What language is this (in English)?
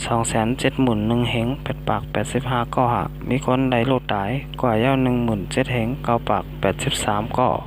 Shan